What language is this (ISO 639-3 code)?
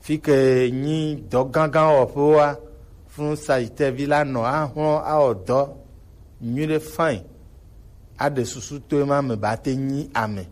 gej